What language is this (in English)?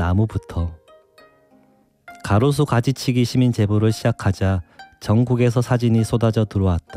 Korean